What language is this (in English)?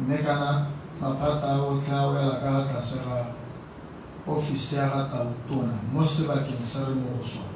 Tswana